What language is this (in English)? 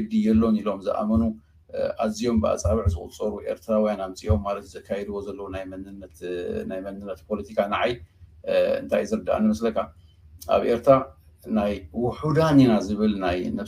Tigrinya